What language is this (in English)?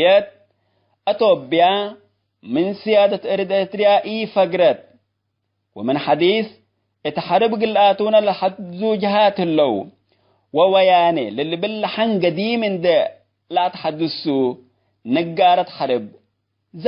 Tigre